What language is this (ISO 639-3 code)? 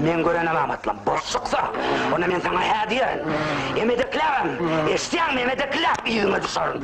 tuk